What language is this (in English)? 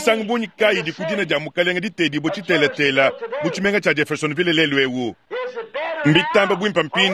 Luba-Lulua